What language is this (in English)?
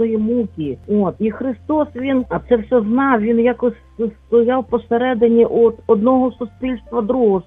Ukrainian